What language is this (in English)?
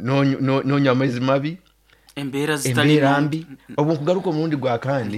Nyoro